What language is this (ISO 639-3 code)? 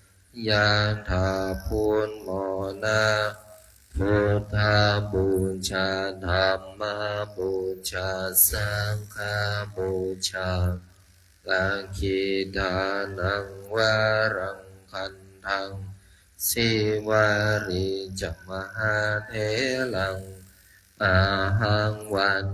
pli